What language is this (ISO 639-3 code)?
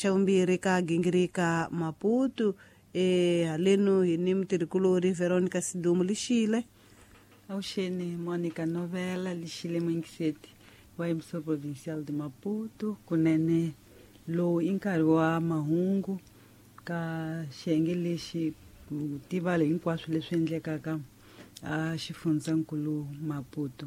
tso